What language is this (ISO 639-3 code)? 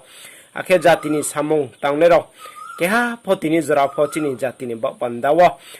ria